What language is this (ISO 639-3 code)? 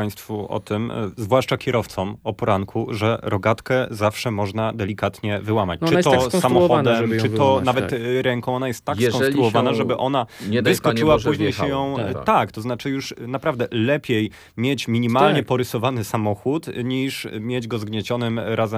pol